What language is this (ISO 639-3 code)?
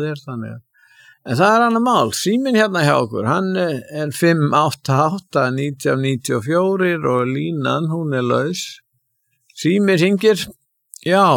isl